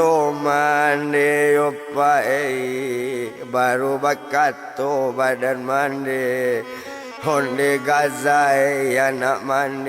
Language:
Minangkabau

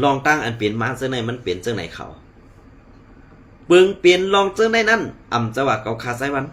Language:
Shan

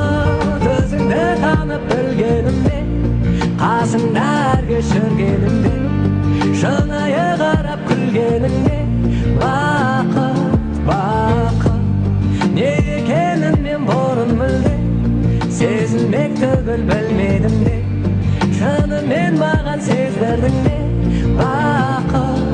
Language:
Kara-Kalpak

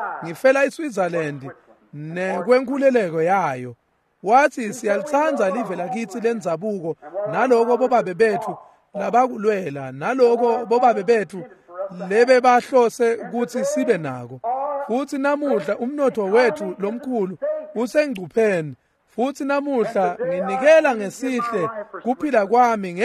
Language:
Swati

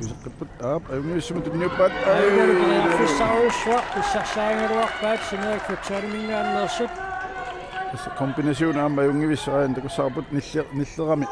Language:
Kalaallisut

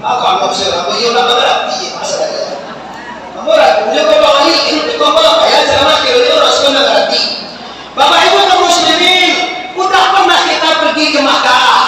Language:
Minangkabau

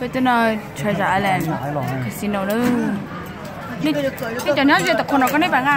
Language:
Hmong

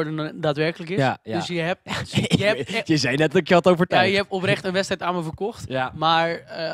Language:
Dutch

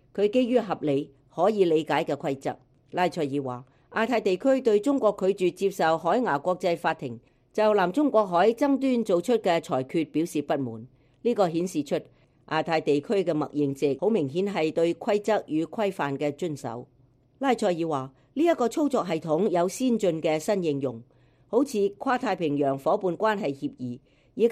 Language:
Cantonese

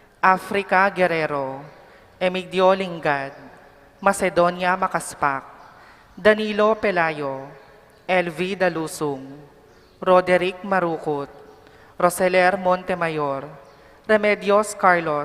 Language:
Pampanga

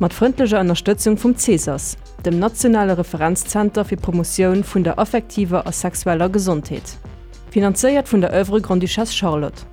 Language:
Luxembourgish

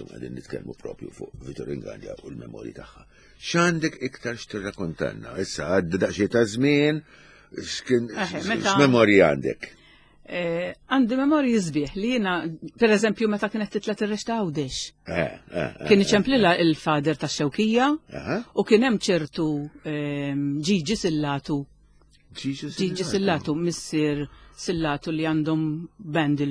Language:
Maltese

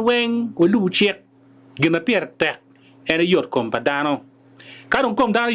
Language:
Acoli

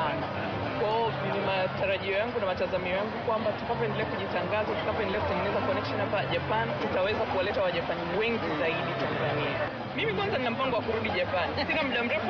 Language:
Swahili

